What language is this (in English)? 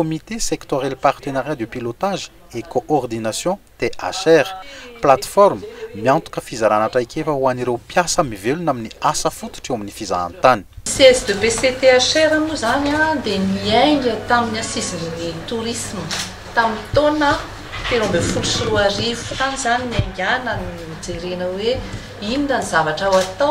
Malagasy